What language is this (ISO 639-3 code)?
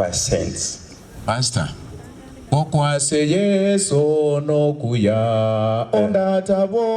guz